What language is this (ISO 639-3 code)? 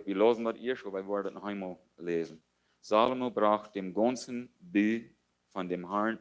pdt